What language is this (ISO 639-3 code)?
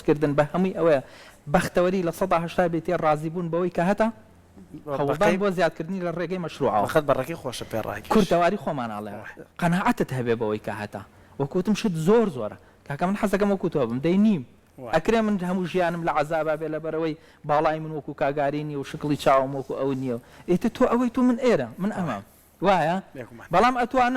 ckb